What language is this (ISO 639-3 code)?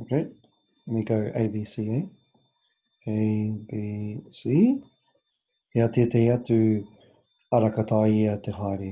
mri